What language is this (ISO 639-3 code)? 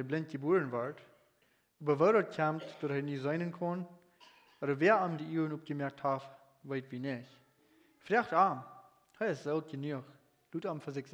pdt